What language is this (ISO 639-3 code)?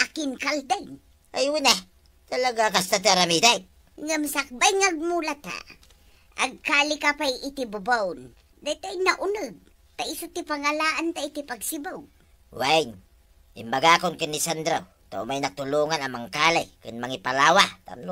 ilo